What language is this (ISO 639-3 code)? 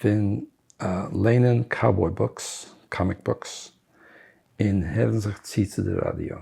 yid